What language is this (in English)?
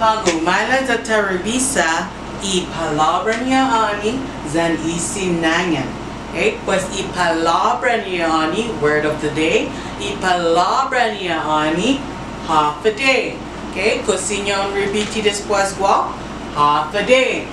Chamorro